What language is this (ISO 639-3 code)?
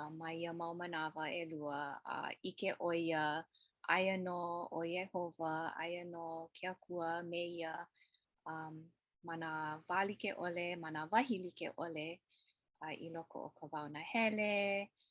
haw